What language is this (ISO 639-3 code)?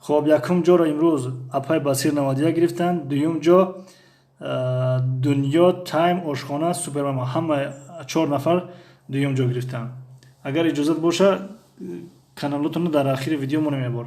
tgk